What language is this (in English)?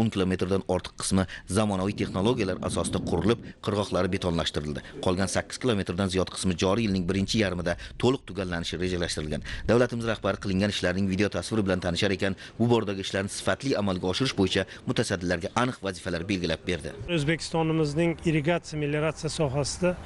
Uzbek